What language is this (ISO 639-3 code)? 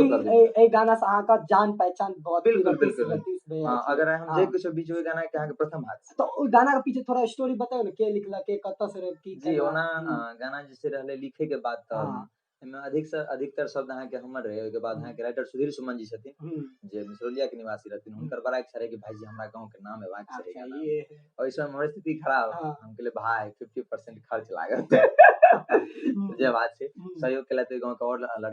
mai